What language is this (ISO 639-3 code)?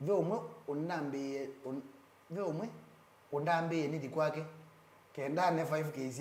kam